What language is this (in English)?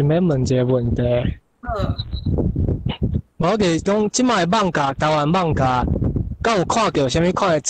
Min Nan Chinese